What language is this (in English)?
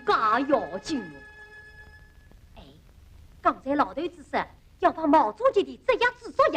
Wu Chinese